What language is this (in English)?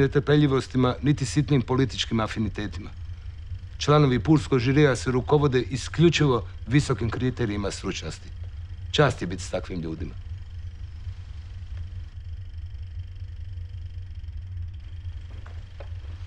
Croatian